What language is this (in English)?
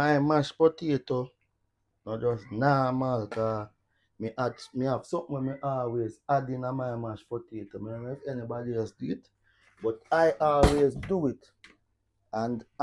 Jamaican Creole English